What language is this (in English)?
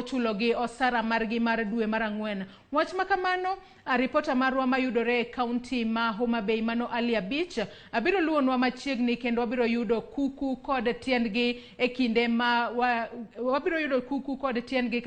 Luo (Kenya and Tanzania)